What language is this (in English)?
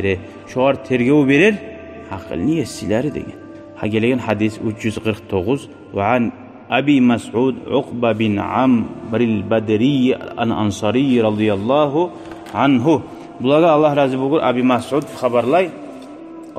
Kumyk